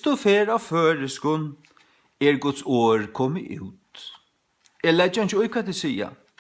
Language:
Faroese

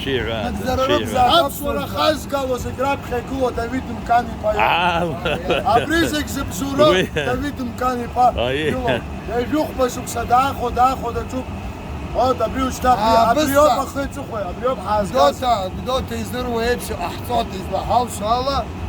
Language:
Abkhazian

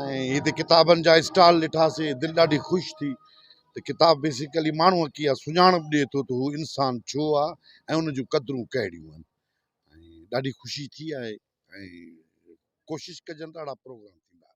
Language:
Sindhi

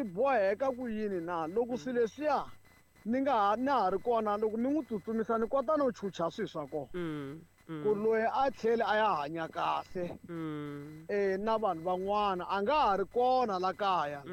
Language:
Tsonga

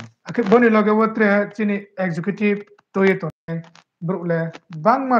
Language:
Riang (India)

